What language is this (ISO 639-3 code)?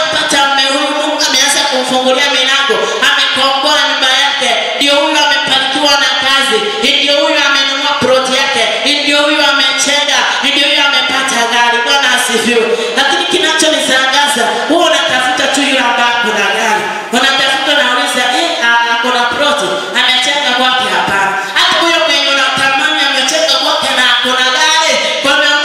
swa